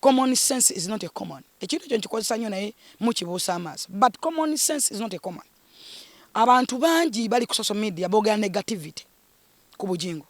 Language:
Ganda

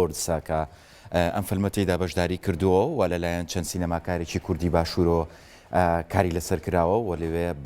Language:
Central Kurdish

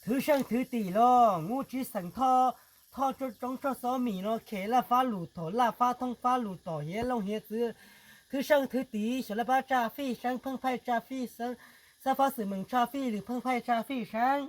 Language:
Hmong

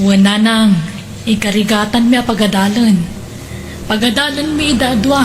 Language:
Iloko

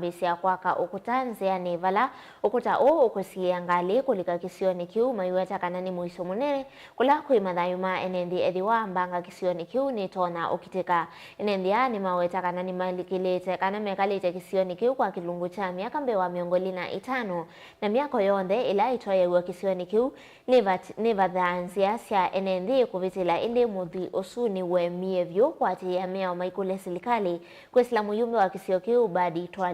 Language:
Kamba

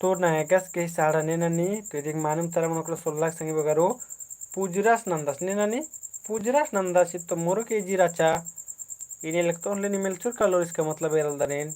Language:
Kurukh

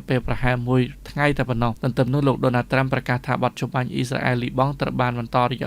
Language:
Khmer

